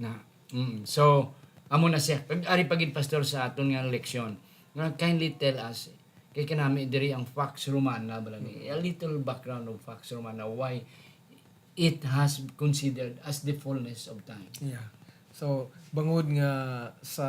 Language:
Hiligaynon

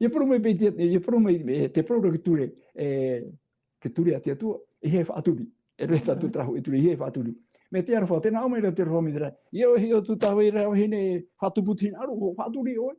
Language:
Tahitian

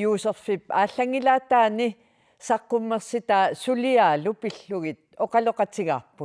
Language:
Kalaallisut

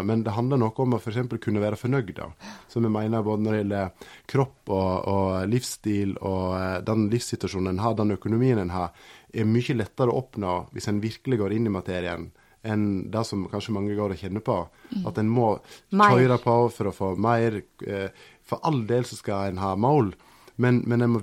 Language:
Norwegian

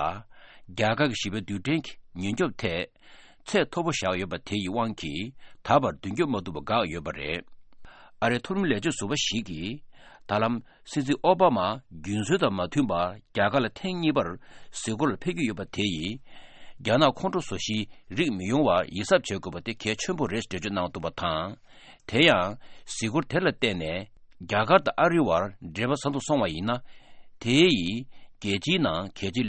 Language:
Tibetan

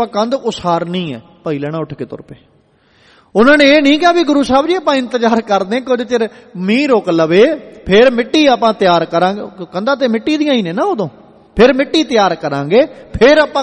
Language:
Punjabi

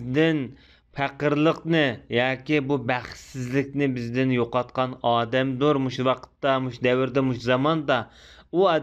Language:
Uyghur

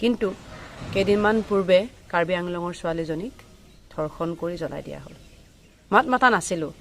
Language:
Assamese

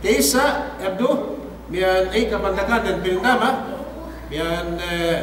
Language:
Yakan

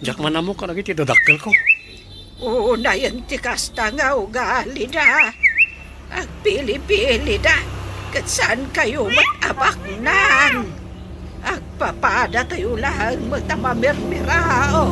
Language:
Iloko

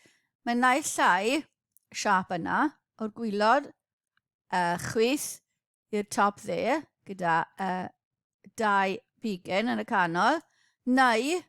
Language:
Welsh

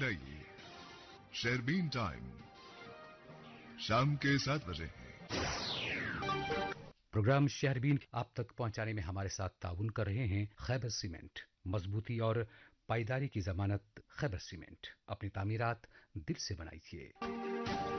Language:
Urdu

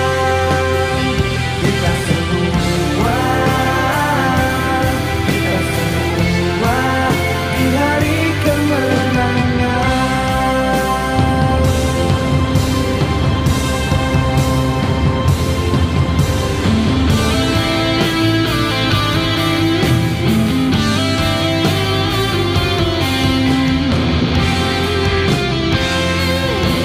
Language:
Indonesian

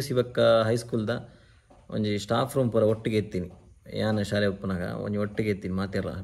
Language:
Tulu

